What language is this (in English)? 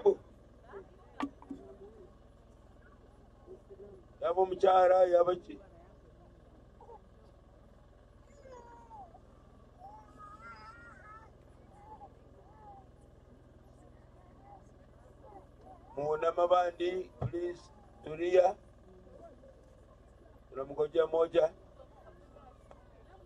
Swahili